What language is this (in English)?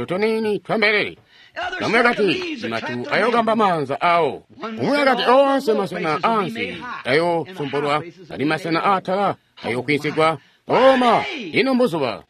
Tonga (Zambia)